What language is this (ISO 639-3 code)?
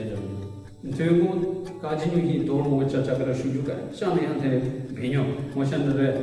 nre